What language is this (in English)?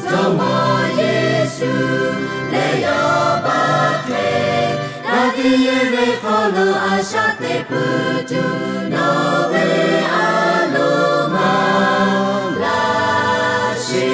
Lahu